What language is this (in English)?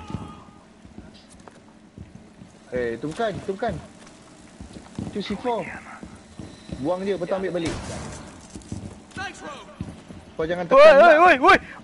Malay